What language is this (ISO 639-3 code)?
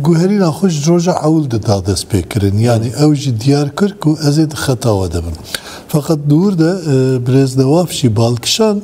kur